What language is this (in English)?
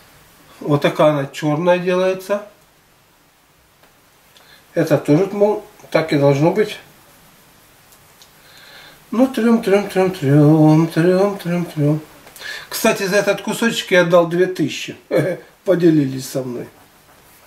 Russian